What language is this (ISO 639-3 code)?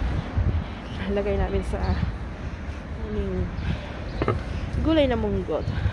fil